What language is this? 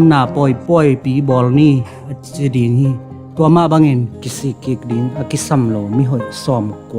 Tedim Chin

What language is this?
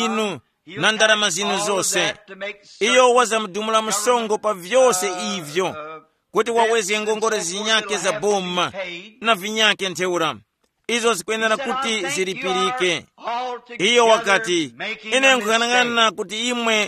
Tumbuka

